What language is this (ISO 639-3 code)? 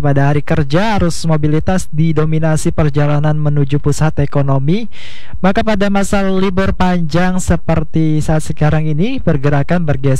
ind